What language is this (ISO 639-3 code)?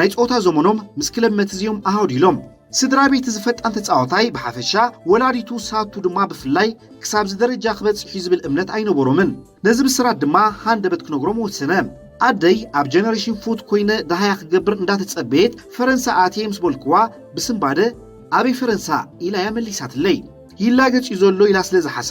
tir